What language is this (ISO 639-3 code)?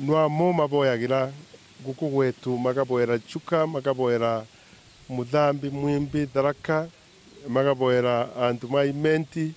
mer